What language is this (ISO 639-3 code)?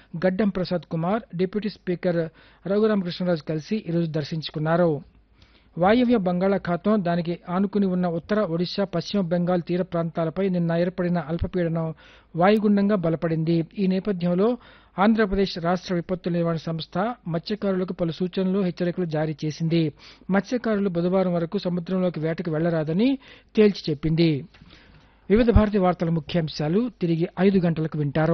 tel